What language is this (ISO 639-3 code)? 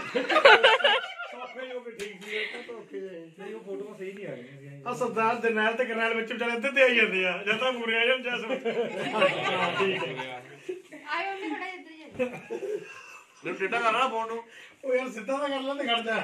pan